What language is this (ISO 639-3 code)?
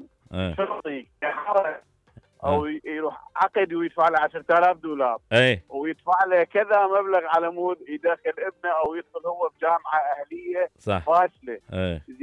acm